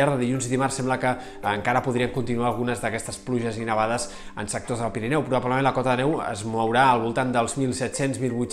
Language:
Catalan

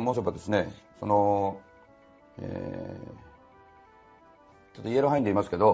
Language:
Japanese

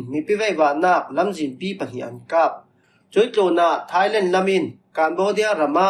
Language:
Falam Chin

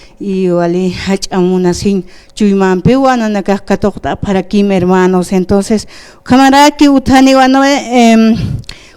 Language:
Aymara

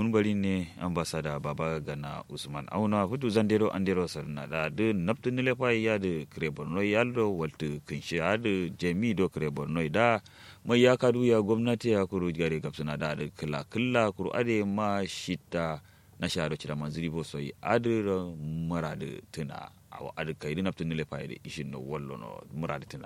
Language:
Kanuri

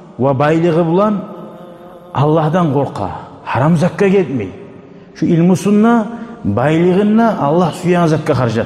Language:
Kumyk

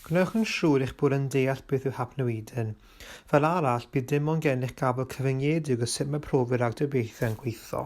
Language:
Welsh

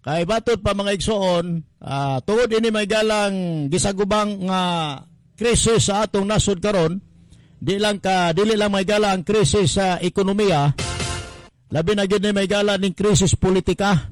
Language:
Cebuano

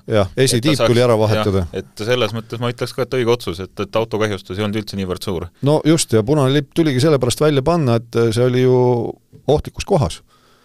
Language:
Estonian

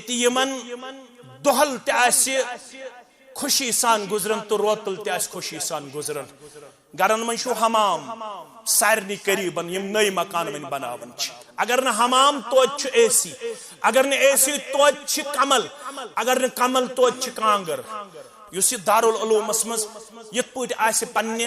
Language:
Kashmiri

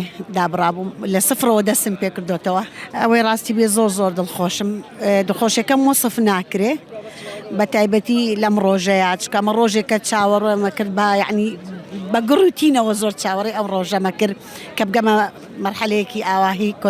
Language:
Central Kurdish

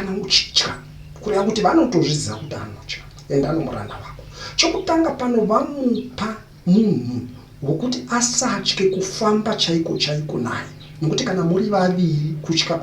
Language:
Shona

